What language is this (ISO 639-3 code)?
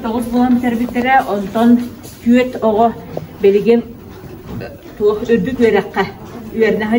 sah